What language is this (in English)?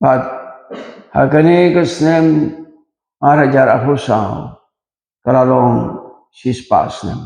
Khasi